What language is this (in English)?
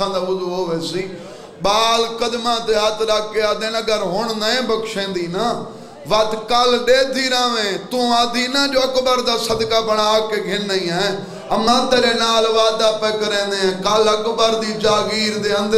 Saraiki